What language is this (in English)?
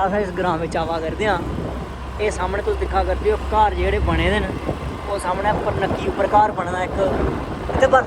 Dogri